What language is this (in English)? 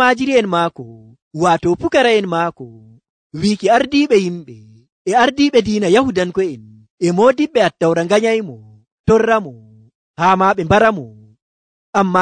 Nigerian Fulfulde